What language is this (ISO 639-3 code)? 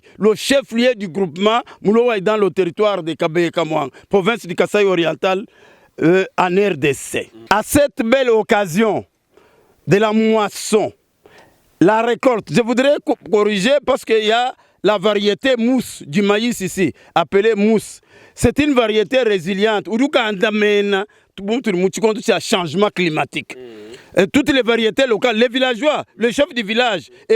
lua